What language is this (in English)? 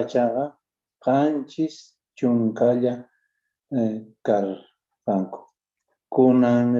Quechua